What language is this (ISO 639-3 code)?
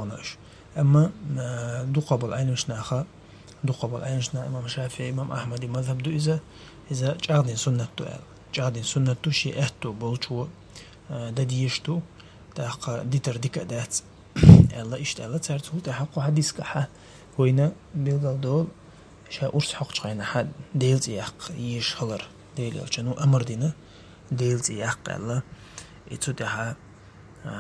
che